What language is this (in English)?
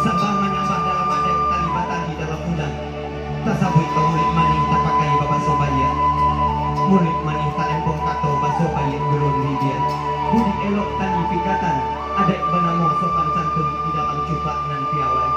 Minangkabau